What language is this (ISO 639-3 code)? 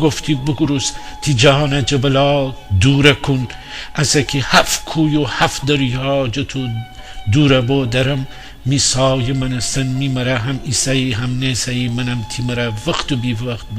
glk